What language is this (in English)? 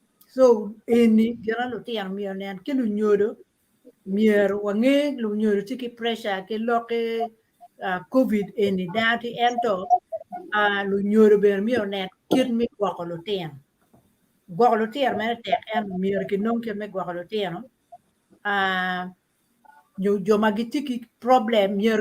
Acoli